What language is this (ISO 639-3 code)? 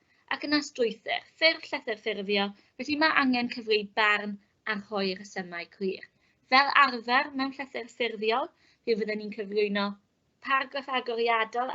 cym